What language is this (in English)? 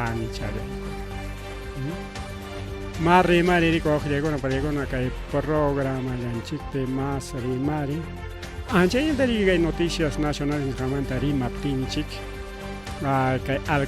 Ayacucho Quechua